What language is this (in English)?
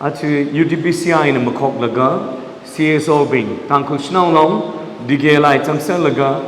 Tangkhul Naga (India)